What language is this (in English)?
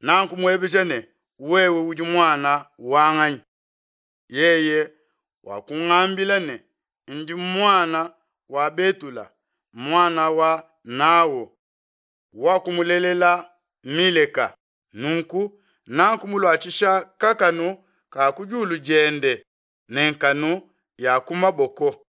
Luba-Lulua